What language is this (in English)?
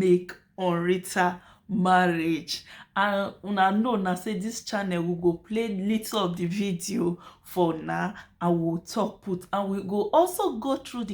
Nigerian Pidgin